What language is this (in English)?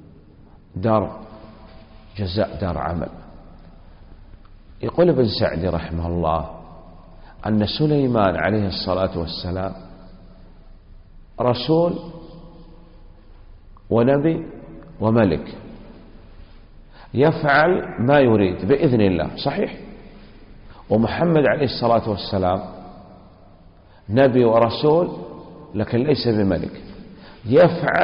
Arabic